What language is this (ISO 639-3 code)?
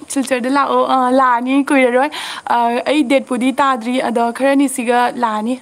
mni